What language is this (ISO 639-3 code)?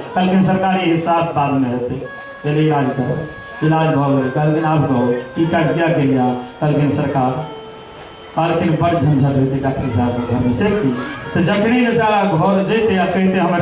mai